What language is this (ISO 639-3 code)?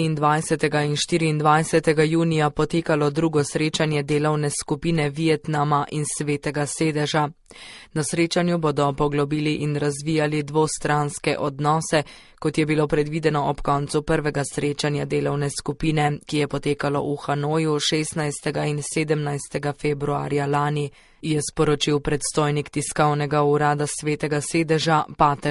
slv